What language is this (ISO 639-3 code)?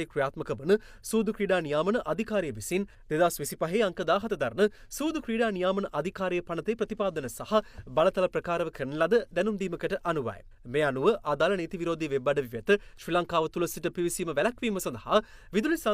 sin